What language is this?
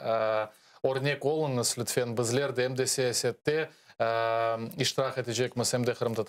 Crimean Tatar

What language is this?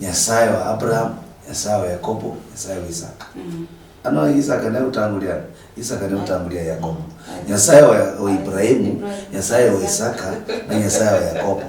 Luyia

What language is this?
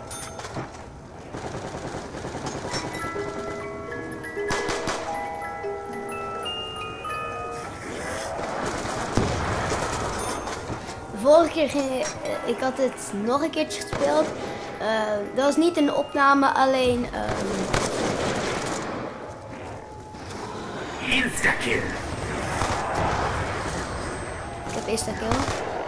Dutch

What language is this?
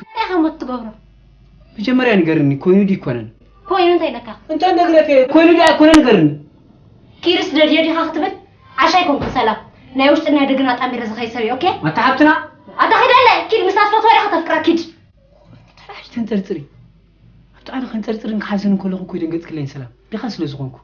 Tigrinya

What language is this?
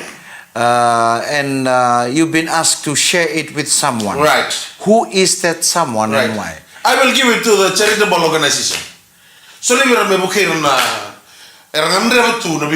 Fijian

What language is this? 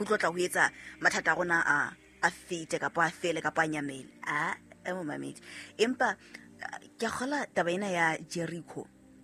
Southern Sotho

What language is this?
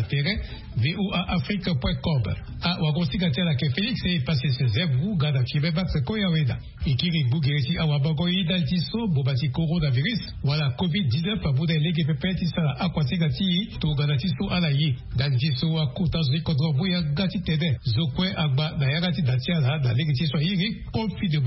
Sango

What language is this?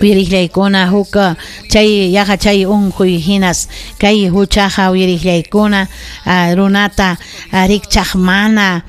Ayacucho Quechua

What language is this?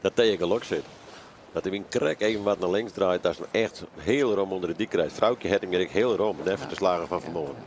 Western Frisian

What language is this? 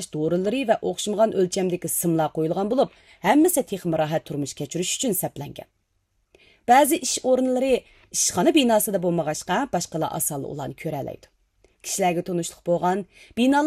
Uyghur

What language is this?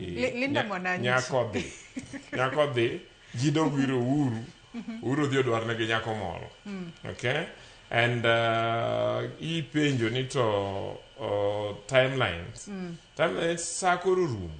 Luo (Kenya and Tanzania)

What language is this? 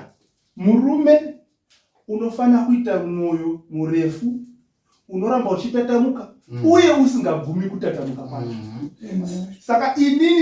Shona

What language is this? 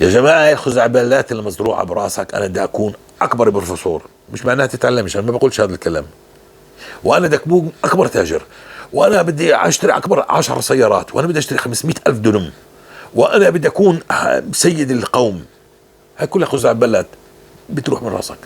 North Levantine Arabic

